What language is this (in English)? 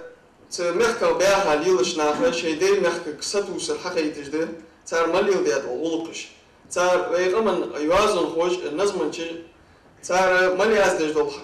Ingush